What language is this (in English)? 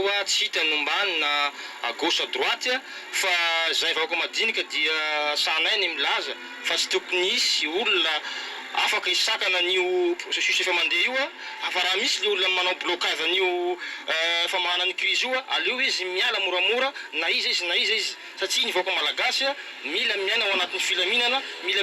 Malagasy